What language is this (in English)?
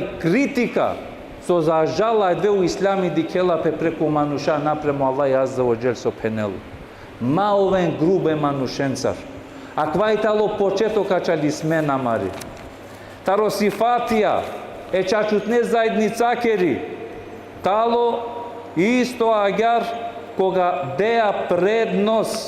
Balkan Romani